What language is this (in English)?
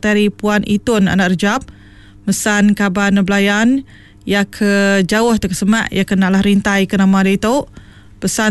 Iban